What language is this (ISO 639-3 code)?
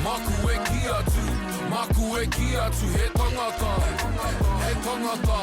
mri